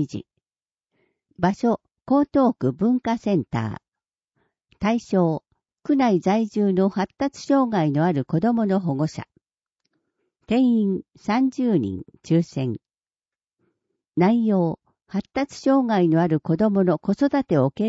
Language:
Japanese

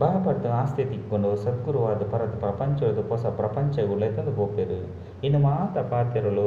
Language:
Tulu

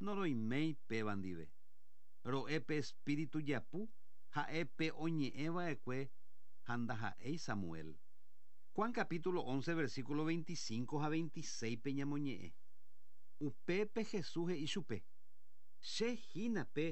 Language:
Guarani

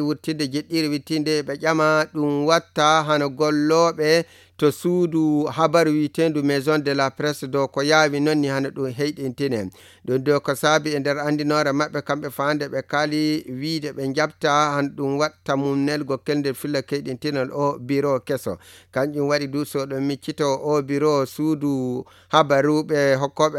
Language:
Nigerian Fulfulde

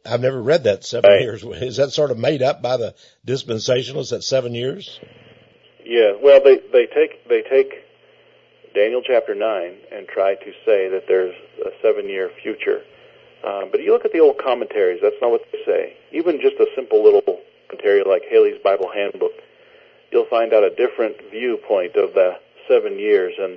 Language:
English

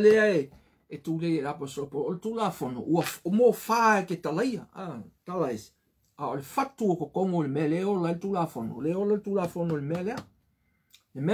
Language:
Samoan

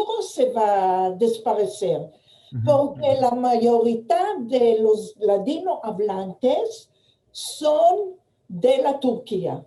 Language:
Ladino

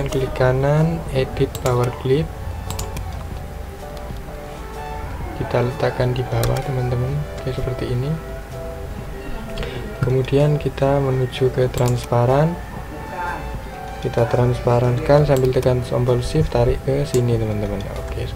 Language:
Indonesian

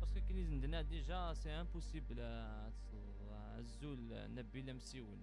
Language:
Algerian Arabic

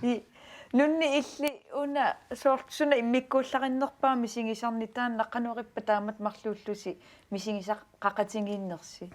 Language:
Kalaallisut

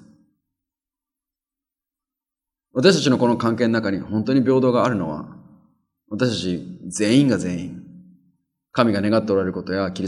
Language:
Japanese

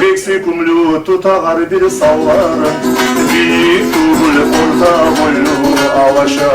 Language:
Kumyk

